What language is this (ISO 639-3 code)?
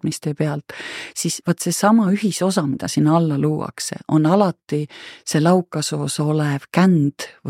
est